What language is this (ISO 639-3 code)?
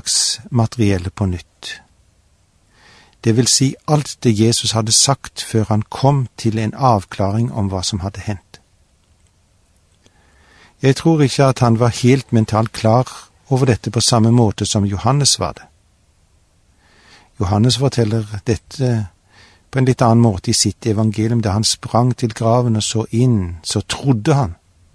nor